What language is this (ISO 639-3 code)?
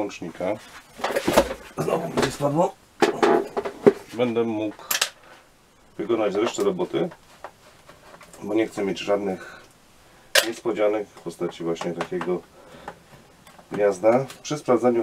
pol